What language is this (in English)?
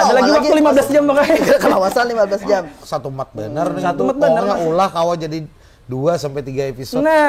Banjar